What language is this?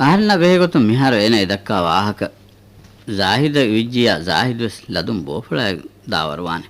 Divehi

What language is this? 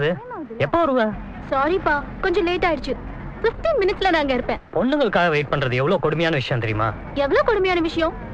Tamil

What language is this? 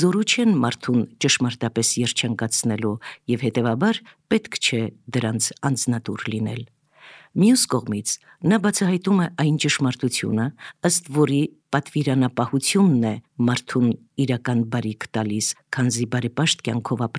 Armenian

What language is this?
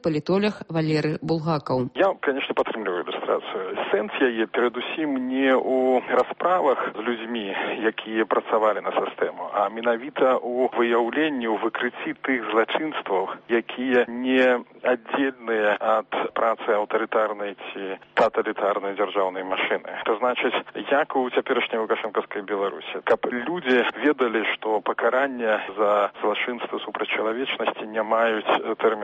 Belarusian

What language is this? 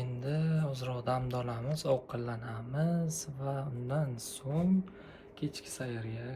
Uzbek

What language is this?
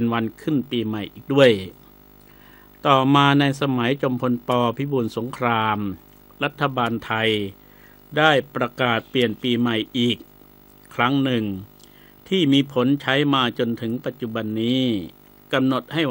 Thai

